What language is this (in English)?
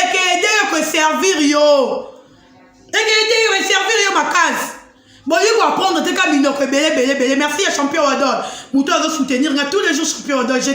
Lingala